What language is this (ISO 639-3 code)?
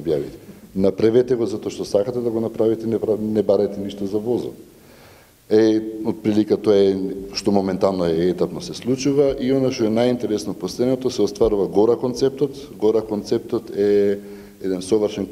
mkd